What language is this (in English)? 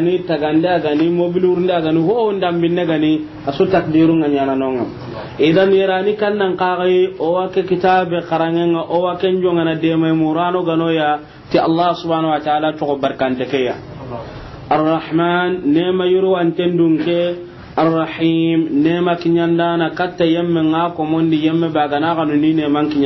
Soninke